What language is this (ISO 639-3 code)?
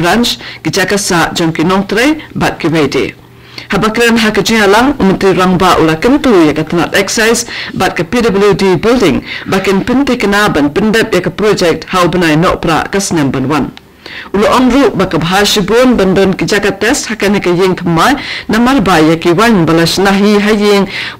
kha